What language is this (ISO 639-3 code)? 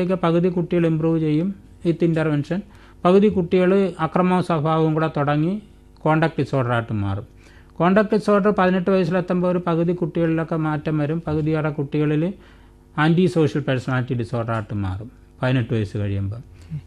mal